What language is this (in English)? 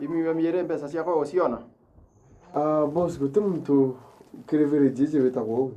Meru